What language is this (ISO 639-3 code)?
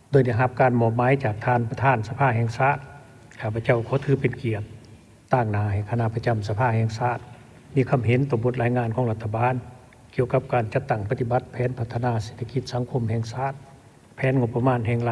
lao